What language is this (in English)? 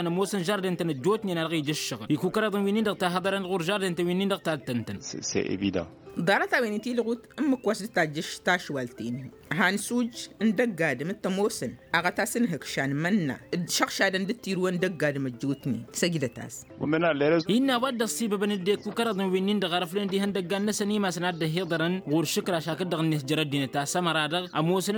Tamasheq